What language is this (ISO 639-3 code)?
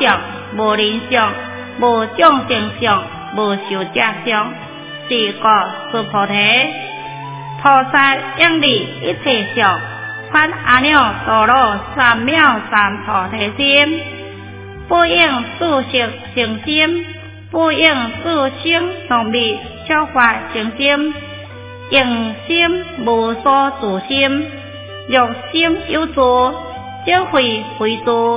zho